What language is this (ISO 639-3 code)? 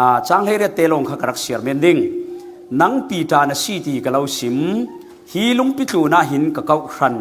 cfm